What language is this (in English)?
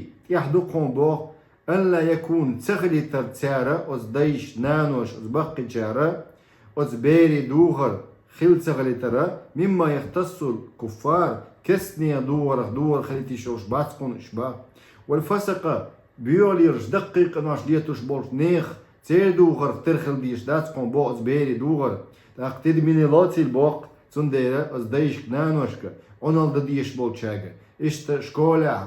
Chechen